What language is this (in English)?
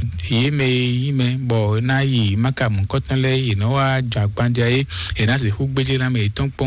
Fon